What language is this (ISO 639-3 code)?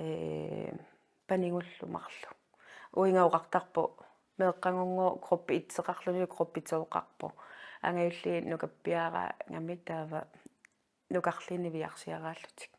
kal